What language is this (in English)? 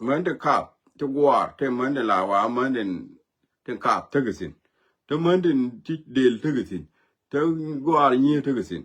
Nuer